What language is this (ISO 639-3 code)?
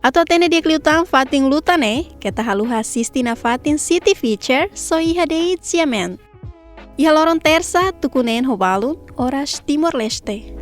tet